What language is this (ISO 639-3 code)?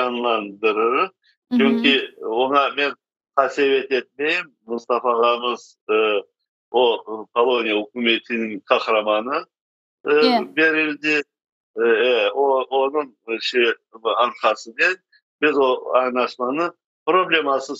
crh